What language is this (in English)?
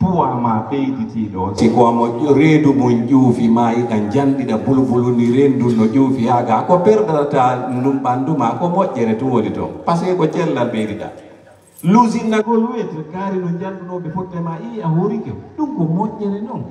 Pular